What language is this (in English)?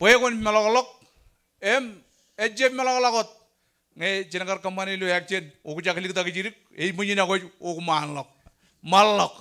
Marshallese